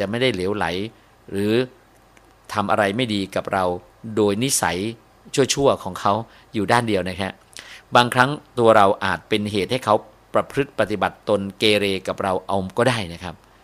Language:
Thai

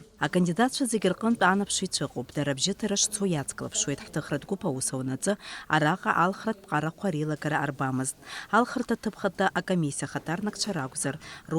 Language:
Abkhazian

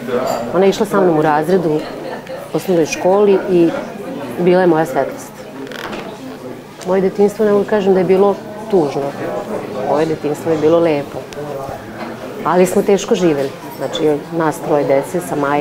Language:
Serbian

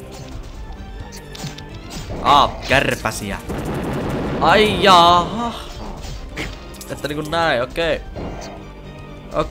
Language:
Finnish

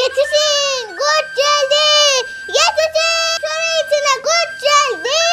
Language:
South Azerbaijani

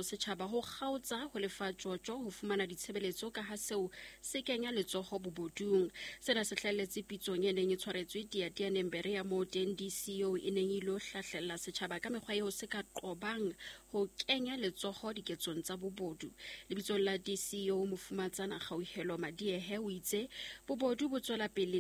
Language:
Southern Sotho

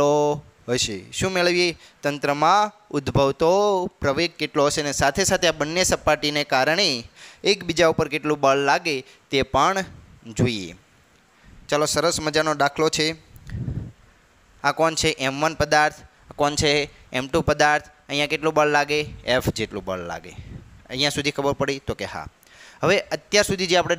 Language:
Gujarati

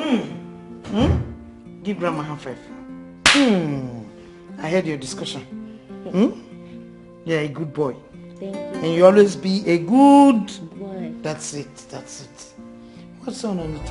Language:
Nigerian Pidgin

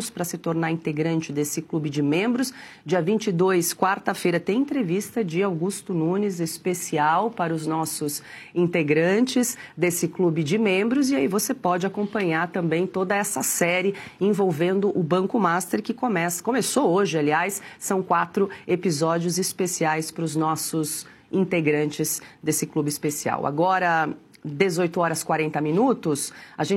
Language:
Portuguese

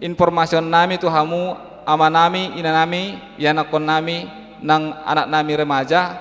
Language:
Batak Toba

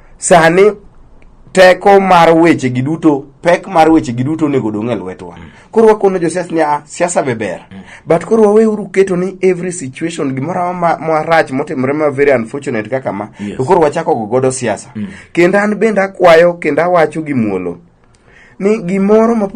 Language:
Luo (Kenya and Tanzania)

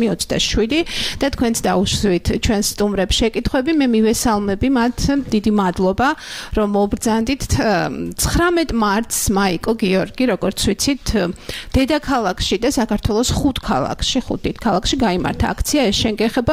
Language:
Georgian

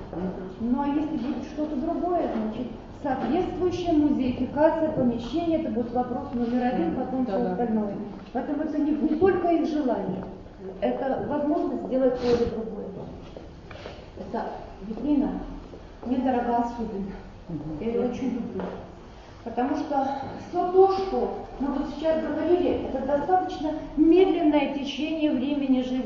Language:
Russian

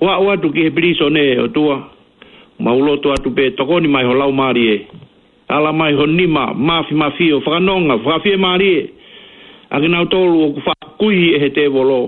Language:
Tongan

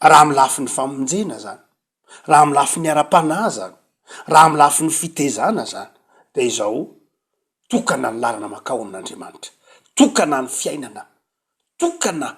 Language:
Malagasy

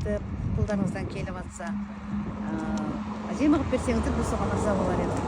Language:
Kazakh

